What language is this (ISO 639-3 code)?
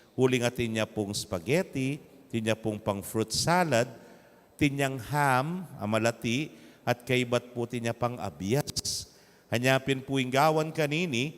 pam